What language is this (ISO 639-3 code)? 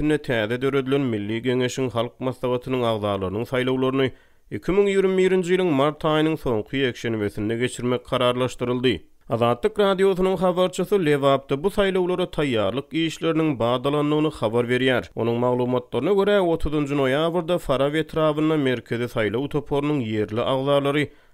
tuk